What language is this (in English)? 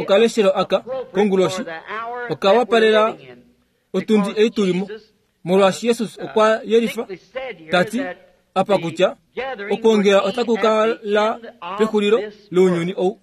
Kuanyama